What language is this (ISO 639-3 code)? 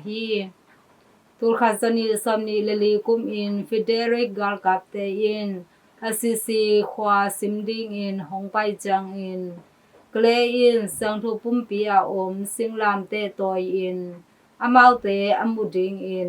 ctd